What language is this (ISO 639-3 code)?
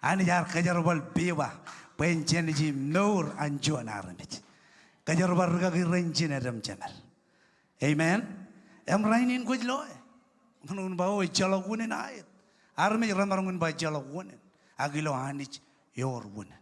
mah